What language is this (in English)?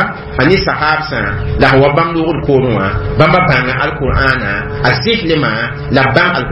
Mossi